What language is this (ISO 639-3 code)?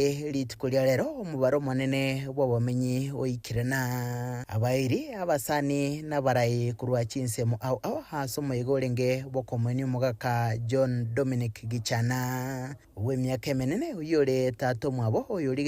guz